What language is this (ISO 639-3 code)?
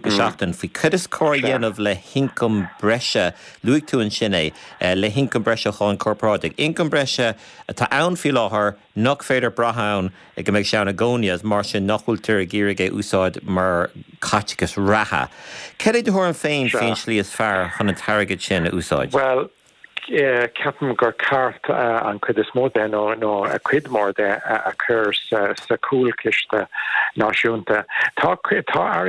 gle